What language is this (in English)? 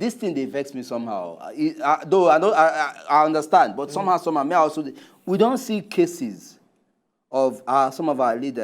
Nigerian Pidgin